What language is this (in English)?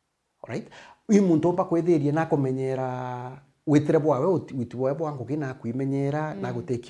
Meru